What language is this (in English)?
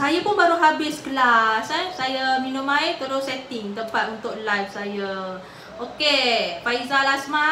Malay